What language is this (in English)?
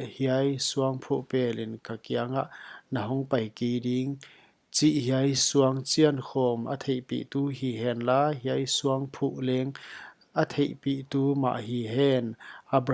Paite Chin